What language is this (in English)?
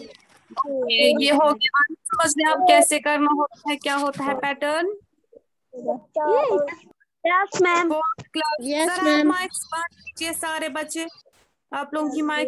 Hindi